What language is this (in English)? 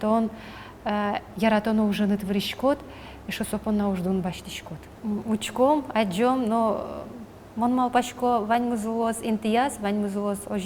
Udmurt